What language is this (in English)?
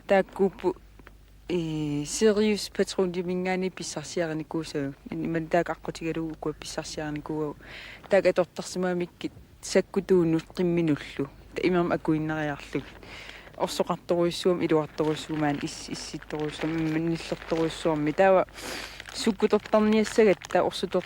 Kalaallisut